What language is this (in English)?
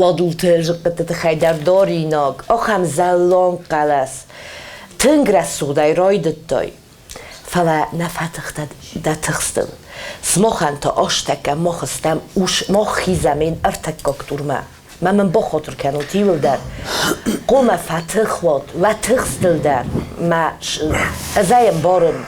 Ossetic